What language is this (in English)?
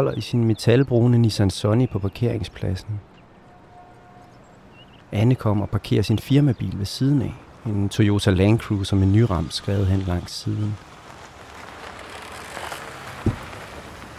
Danish